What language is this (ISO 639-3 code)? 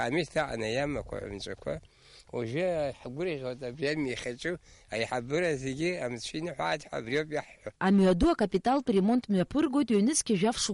abk